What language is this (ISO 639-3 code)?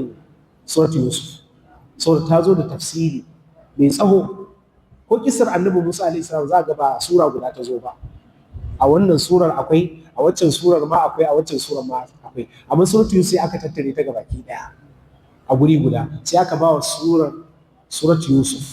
hau